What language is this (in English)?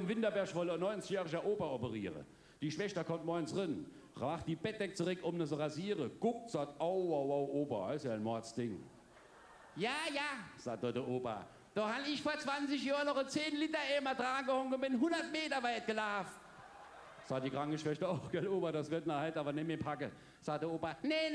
Palatine German